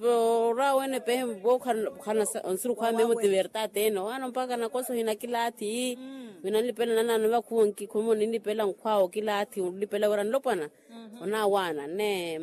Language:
Makhuwa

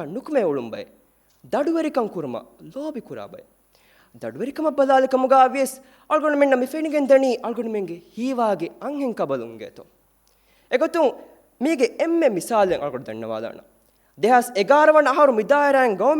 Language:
Divehi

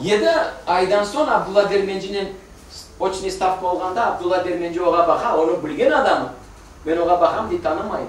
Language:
Crimean Tatar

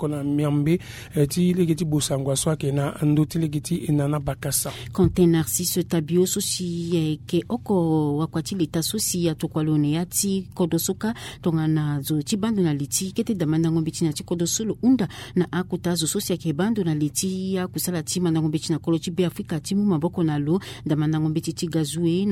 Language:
Sango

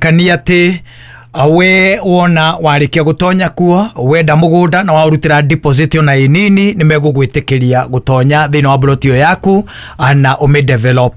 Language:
Kikuyu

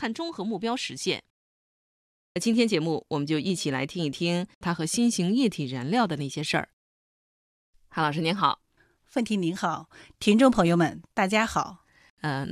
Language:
Chinese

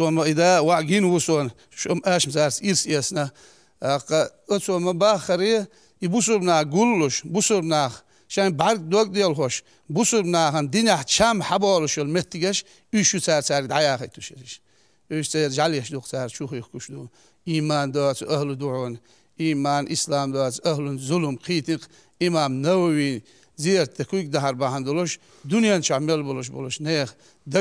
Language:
Chechen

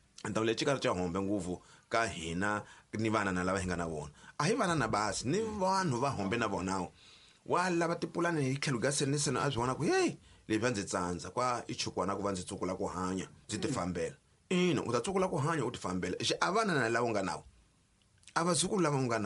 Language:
Tsonga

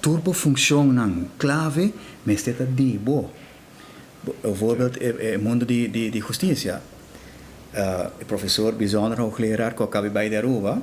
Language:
Papiamento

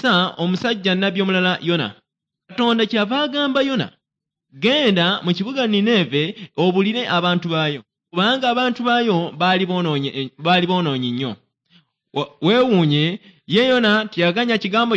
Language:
Ganda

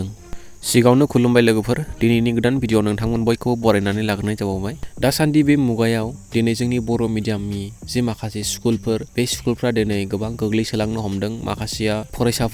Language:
Bodo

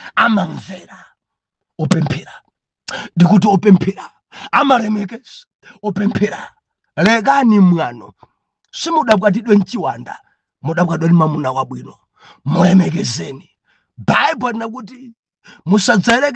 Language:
Nyanja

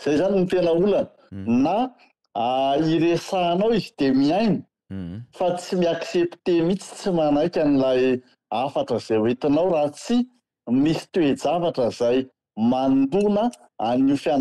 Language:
Malagasy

